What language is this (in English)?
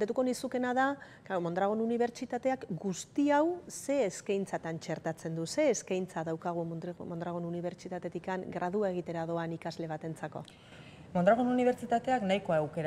Basque